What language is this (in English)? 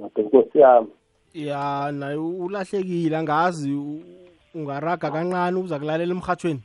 South Ndebele